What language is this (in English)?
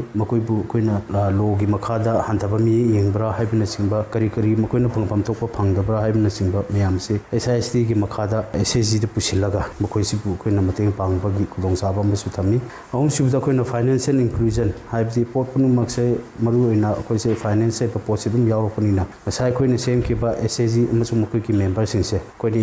Manipuri